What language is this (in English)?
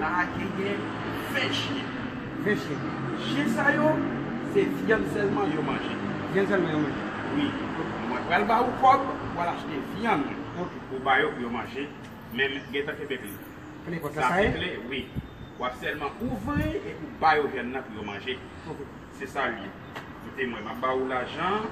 Haitian Creole